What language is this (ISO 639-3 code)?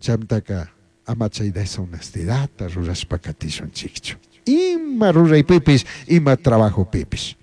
qug